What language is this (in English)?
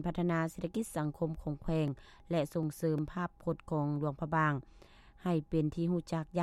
Lao